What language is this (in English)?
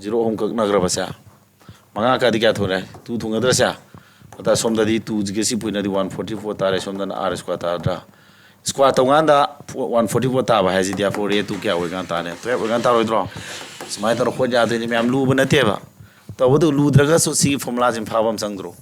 Manipuri